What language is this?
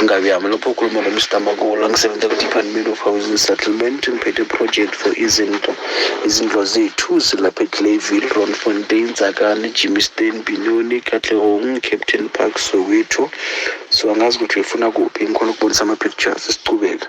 Zulu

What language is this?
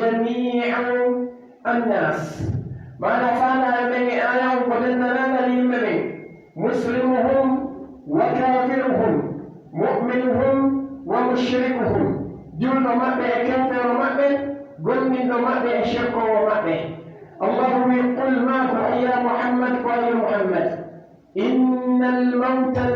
Pular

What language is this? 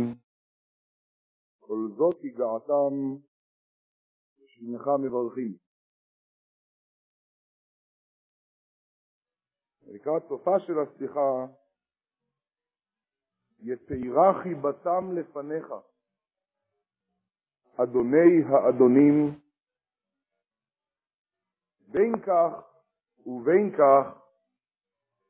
Hebrew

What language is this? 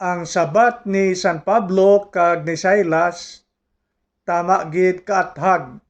Hiligaynon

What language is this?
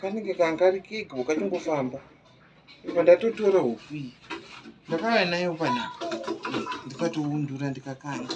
Shona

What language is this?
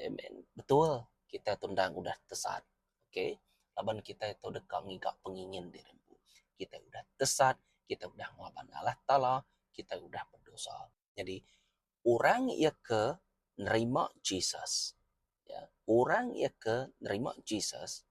Iban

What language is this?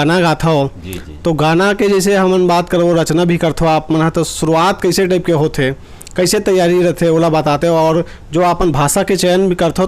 Chhattisgarhi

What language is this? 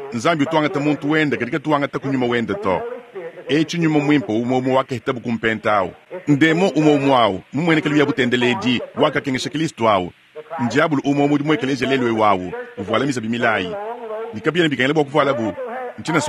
Luba-Lulua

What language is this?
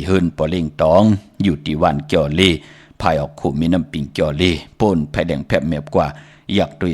Shan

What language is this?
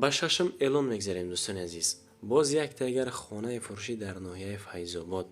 Tajik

